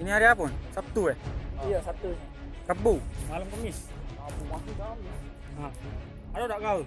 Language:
Musi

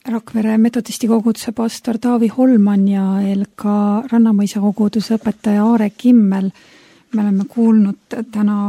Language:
Estonian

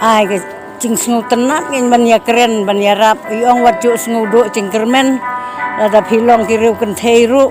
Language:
Khasi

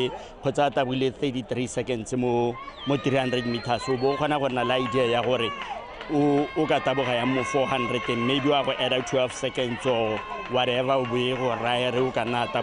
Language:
Tswana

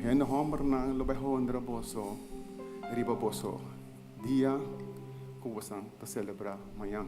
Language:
Papiamento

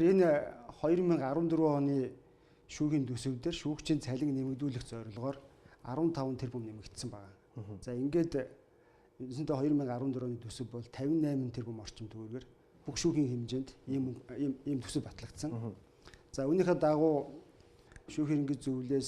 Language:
Mongolian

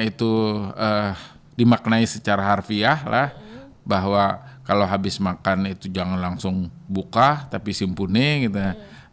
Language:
Banjar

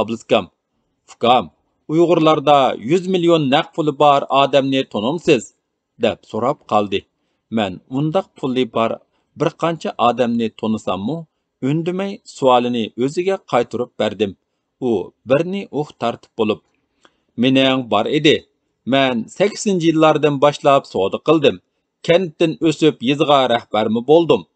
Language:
Uyghur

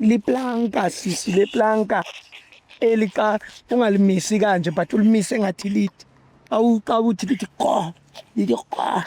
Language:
Zulu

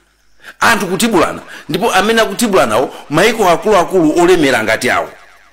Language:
Nyanja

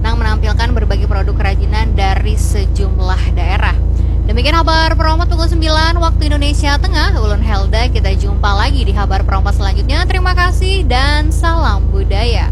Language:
Banjar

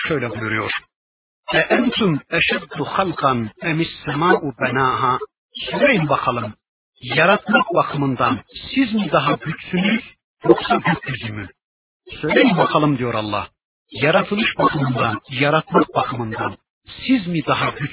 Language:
Turkish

